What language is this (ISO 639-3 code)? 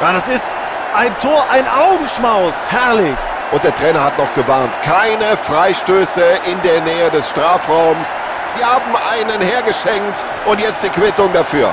bar